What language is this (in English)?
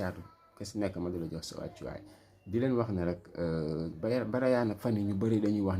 Wolof